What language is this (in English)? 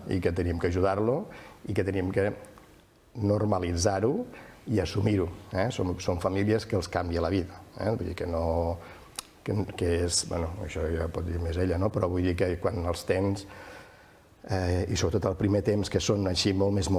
Catalan